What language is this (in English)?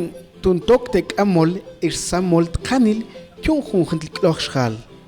Mam